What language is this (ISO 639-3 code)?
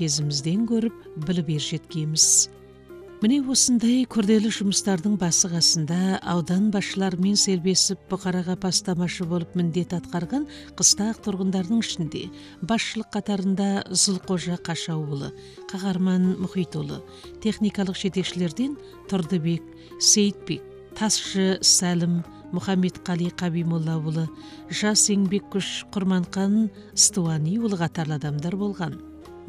kaz